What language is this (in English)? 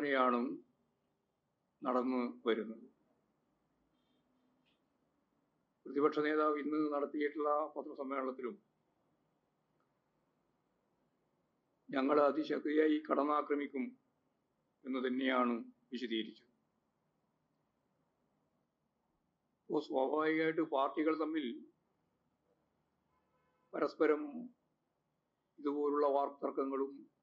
Malayalam